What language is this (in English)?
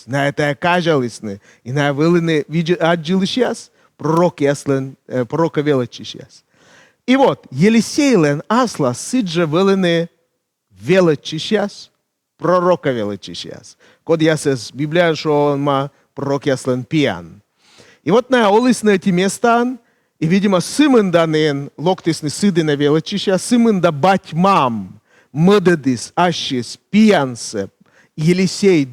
Komi